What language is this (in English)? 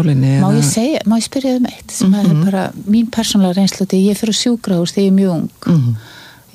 Icelandic